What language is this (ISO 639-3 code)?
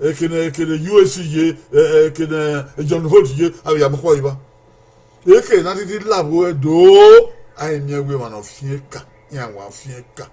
bin